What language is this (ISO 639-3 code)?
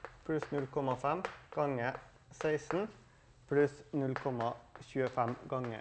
nor